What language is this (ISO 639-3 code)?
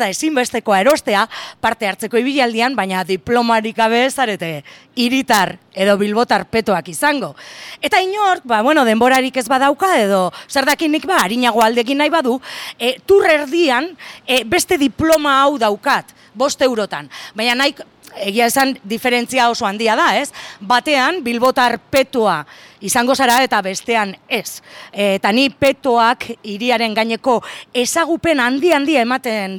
eus